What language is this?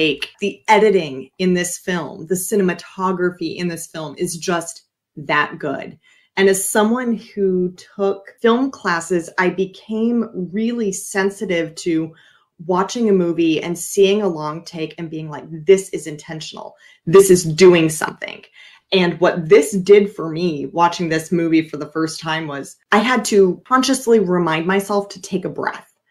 English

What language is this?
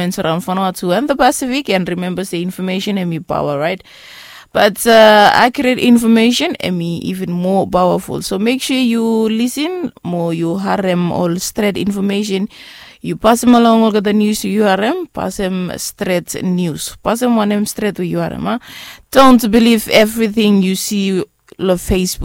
Bislama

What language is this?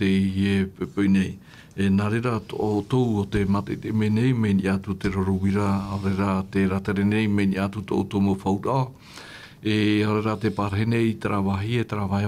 Tahitian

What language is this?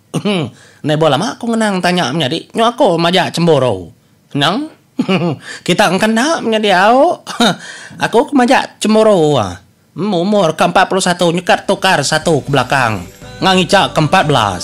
Iban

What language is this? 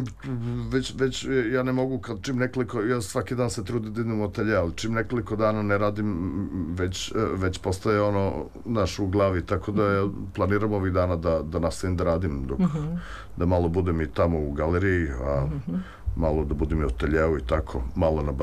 Serbian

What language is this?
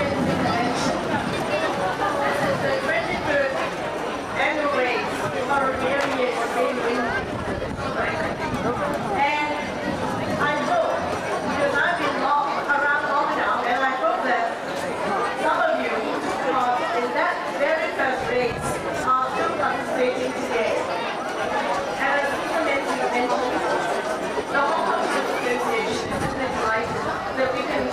English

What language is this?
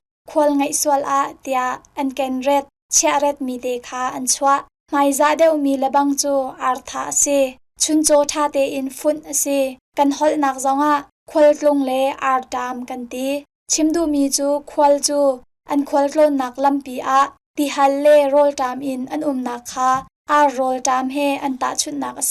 Hakha Chin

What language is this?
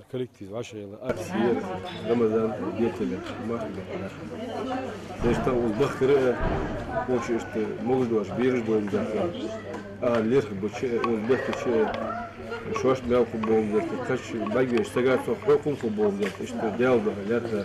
Ingush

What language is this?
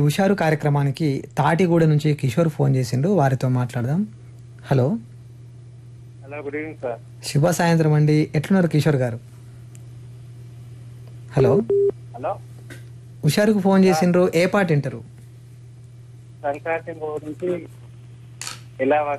Telugu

